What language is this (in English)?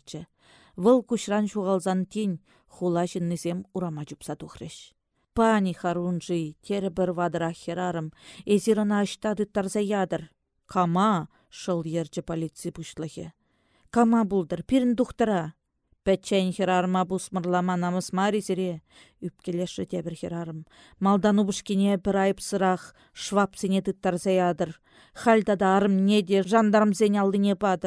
Chuvash